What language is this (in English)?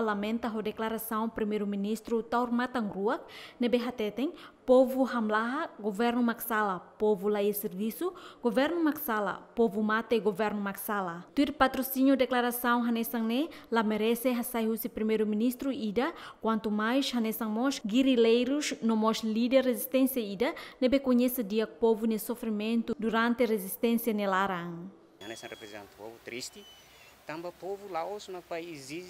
Tetum